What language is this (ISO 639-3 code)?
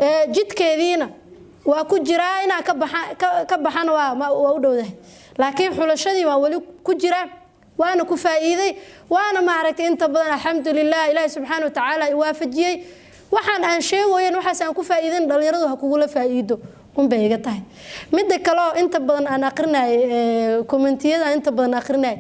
som